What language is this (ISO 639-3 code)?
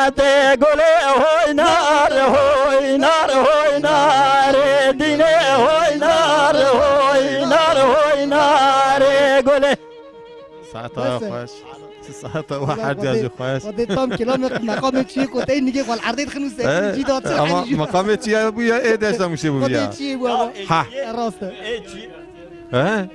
kur